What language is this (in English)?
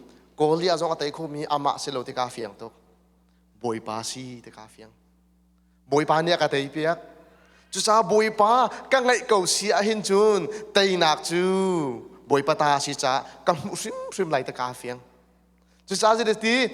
Hakha Chin